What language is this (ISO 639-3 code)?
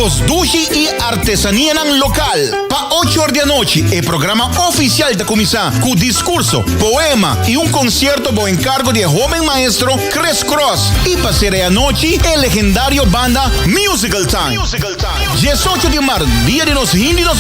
pap